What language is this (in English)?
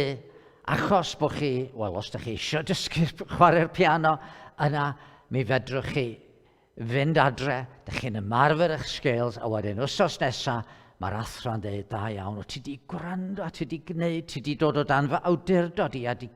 Welsh